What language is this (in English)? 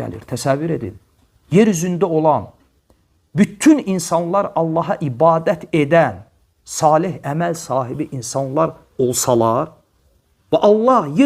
Azerbaijani